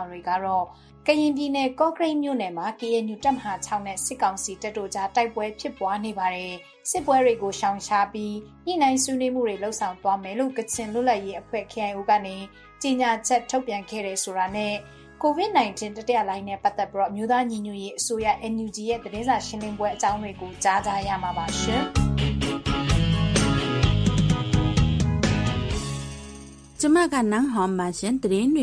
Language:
Burmese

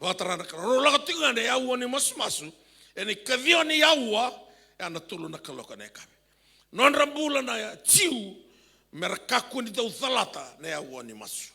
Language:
Fijian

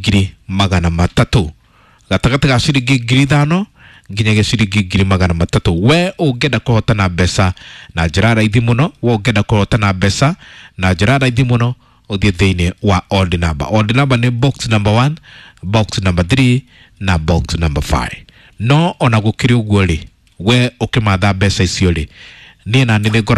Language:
Kikuyu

